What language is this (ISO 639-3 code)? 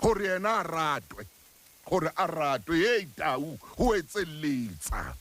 sot